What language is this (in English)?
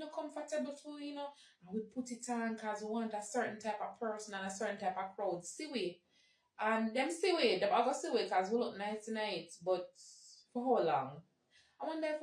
Jamaican Creole English